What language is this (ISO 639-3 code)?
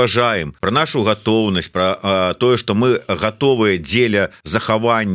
bel